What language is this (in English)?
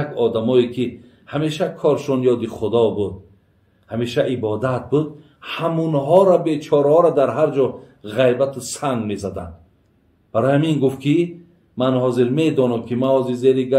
Tajik